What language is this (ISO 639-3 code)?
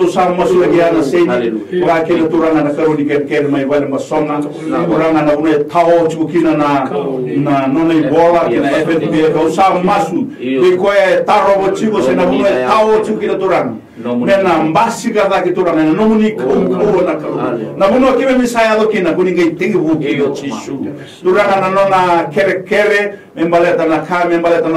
fij